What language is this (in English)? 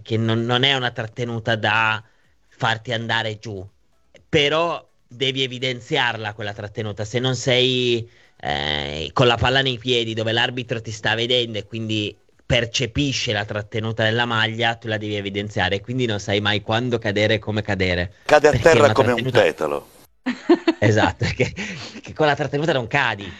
Italian